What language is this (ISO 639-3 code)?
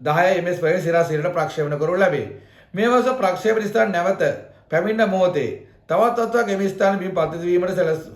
sin